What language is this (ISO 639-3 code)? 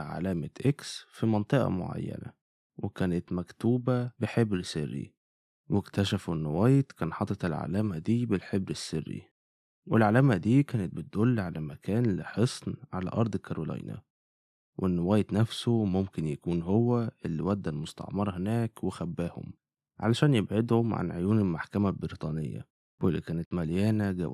arz